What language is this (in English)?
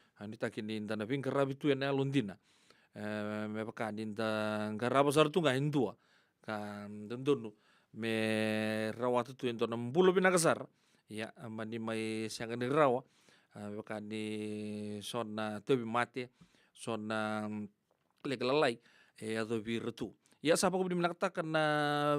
Fijian